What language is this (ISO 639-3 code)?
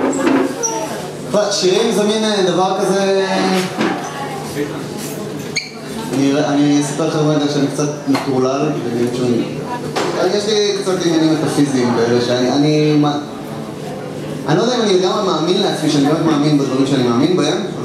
heb